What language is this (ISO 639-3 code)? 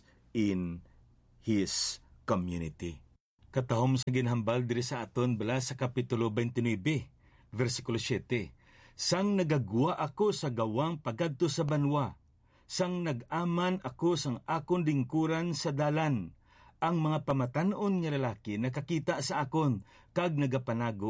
hil